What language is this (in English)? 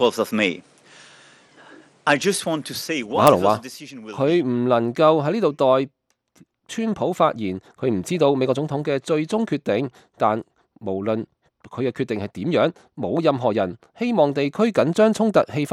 Cantonese